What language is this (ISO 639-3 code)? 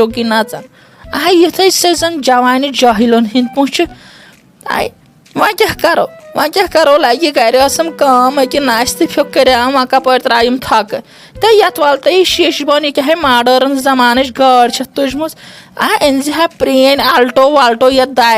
kas